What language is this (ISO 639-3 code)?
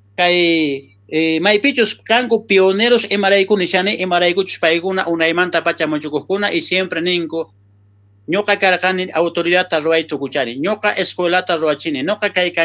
quh